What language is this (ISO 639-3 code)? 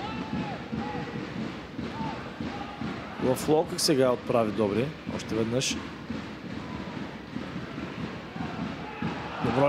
bul